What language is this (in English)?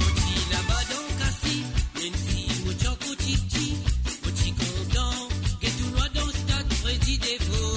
Morisyen